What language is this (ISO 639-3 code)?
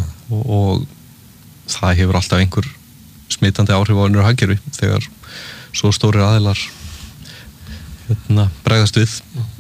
isl